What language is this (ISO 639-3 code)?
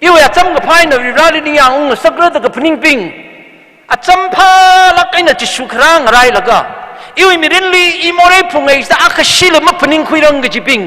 nmf